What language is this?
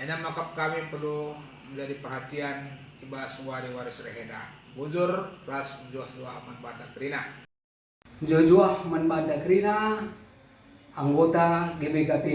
Batak Karo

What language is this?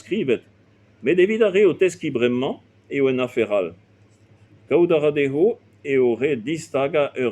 Breton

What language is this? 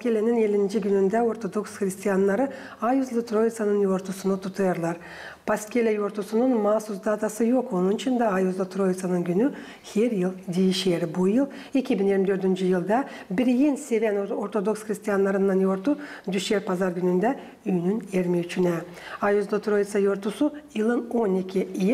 Gagauz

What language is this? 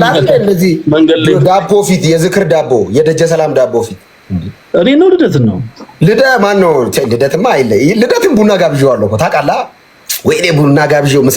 Amharic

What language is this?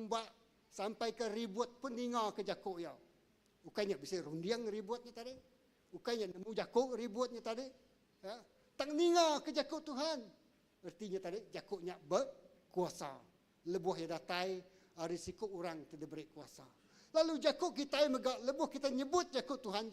Iban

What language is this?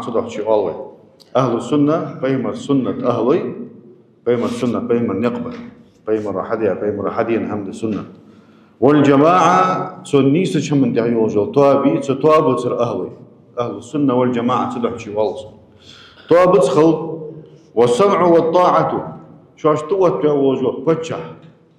Ingush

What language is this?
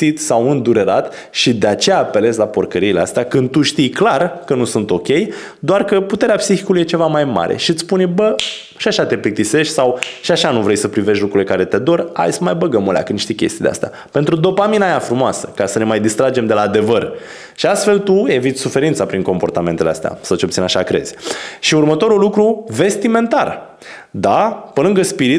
Romanian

